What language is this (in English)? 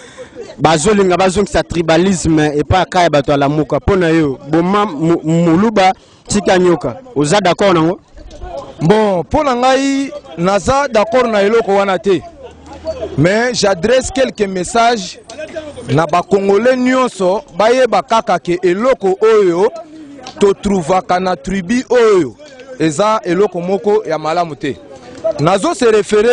Lingala